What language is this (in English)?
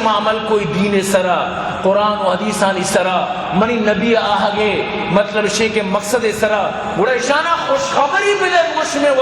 Eastern Balochi